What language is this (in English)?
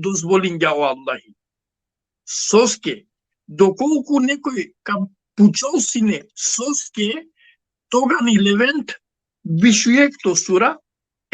Balkan Romani